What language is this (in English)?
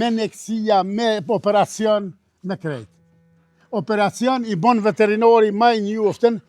Albanian